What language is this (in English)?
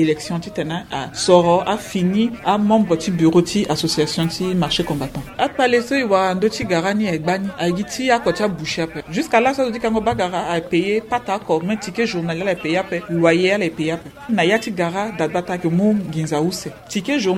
Sango